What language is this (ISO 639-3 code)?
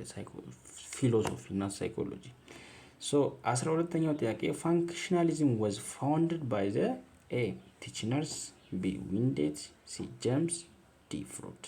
amh